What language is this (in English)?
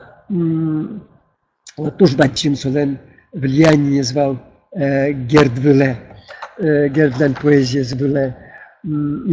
Udmurt